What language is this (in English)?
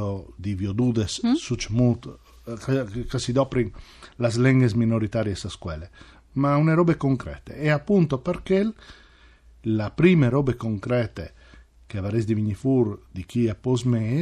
Friulian